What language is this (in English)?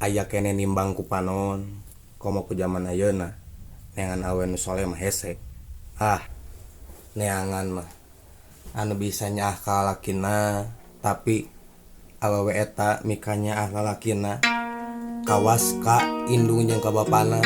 Sundanese